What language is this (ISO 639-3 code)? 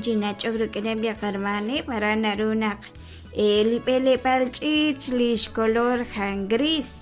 kek